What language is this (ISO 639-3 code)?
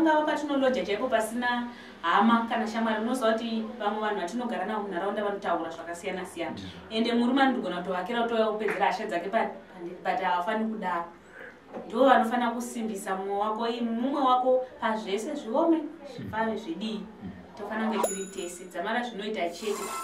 sna